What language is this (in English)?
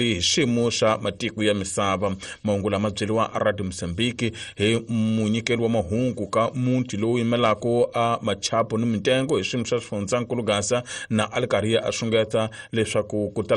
Tsonga